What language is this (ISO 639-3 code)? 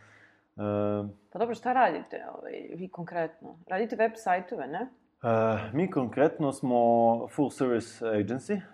srp